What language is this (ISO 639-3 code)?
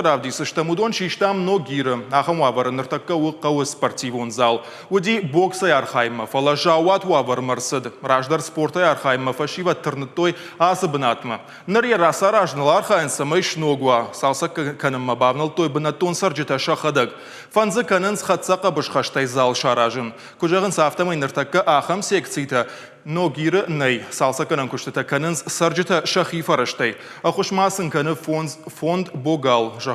oss